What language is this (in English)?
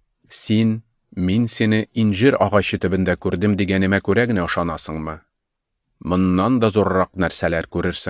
Tatar